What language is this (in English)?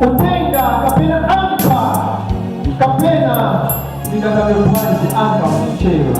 Nyanja